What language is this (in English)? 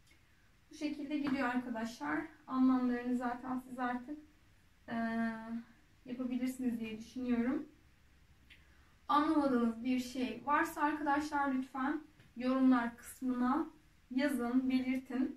Turkish